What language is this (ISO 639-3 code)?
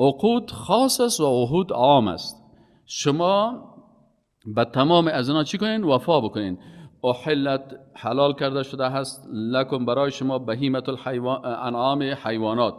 fas